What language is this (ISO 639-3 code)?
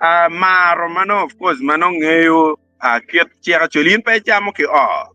ach